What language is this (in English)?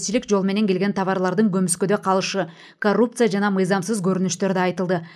Kyrgyz